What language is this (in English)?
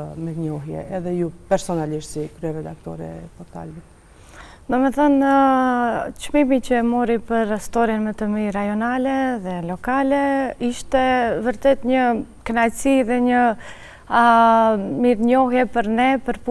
Albanian